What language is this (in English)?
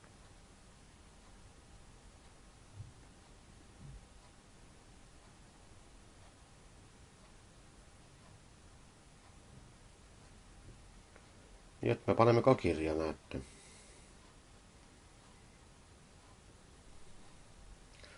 Estonian